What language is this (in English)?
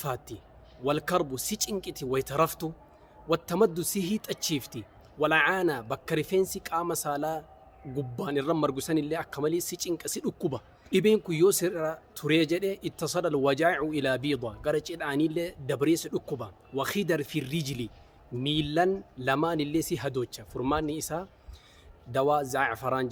Oromo